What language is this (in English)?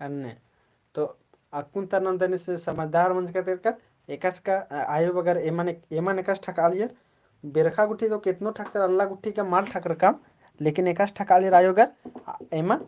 Kurukh